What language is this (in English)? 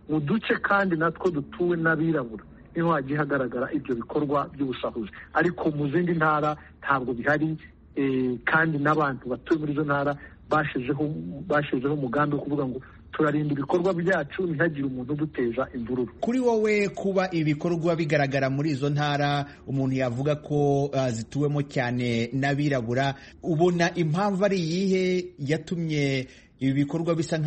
Kinyarwanda